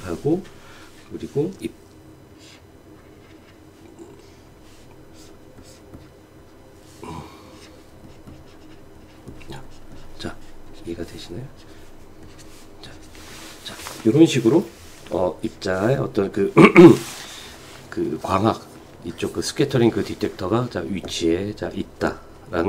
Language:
Korean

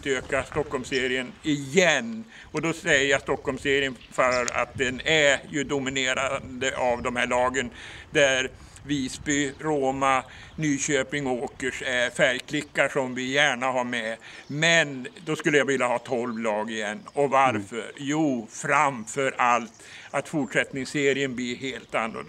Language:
Swedish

